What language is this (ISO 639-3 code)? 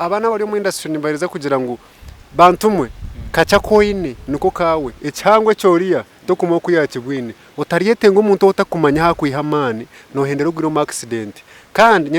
nyn